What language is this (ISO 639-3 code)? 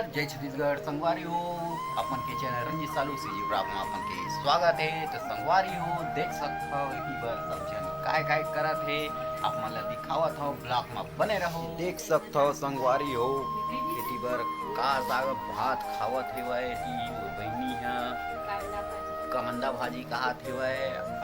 hne